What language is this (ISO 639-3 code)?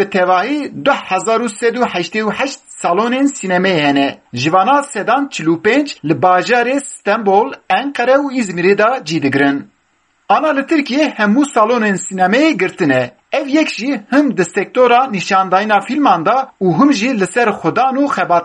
kur